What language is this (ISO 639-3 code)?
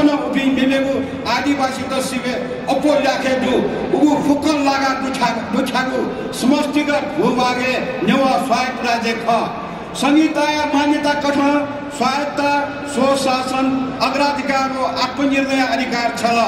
new